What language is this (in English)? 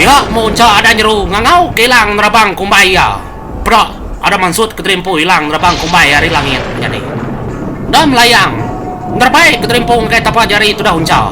Iban